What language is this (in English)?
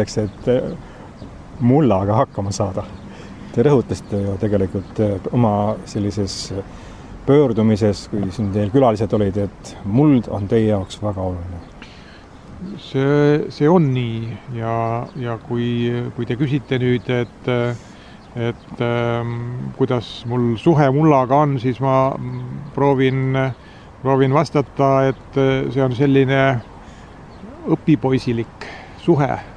Estonian